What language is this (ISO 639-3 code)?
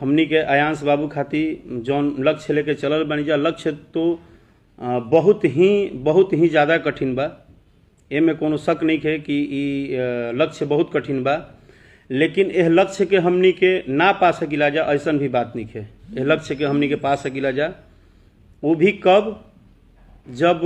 bho